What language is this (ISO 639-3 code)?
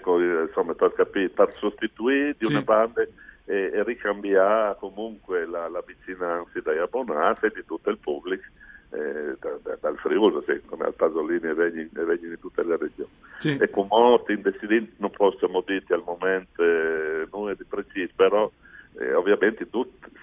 fur